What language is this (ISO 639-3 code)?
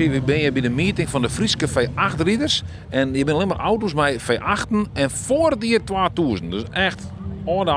fry